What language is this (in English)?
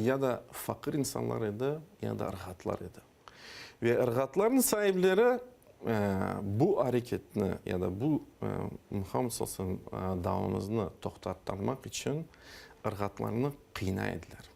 Crimean Tatar